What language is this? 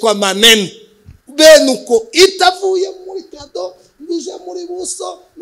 Kinyarwanda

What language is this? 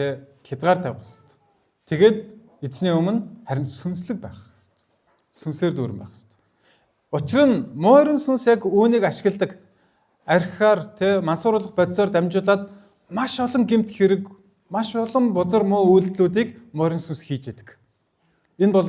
Mongolian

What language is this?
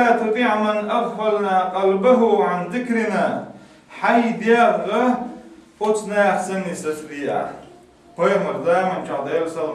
Chechen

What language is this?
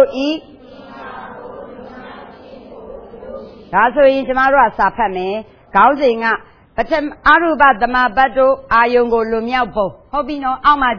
Burmese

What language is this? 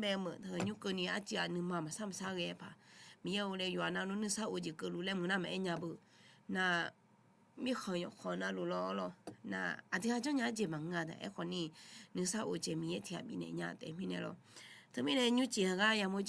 Akha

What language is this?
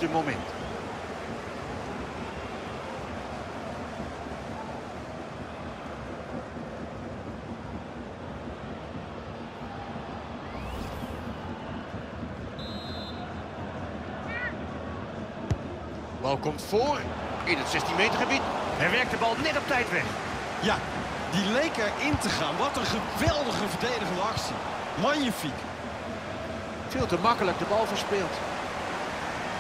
Dutch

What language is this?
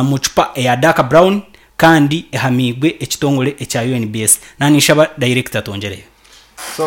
Nyankole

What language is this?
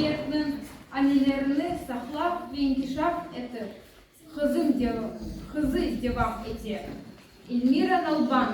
Crimean Tatar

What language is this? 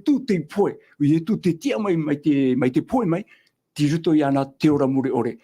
Tahitian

